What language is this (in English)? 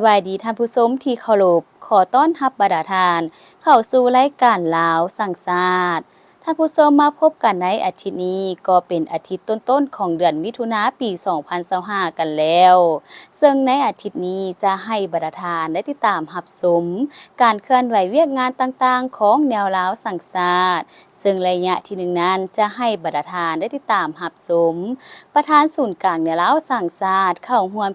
Lao